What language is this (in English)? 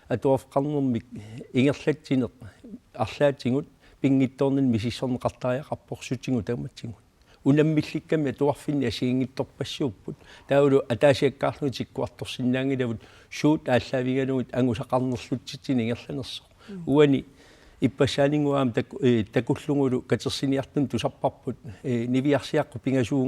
Kalaallisut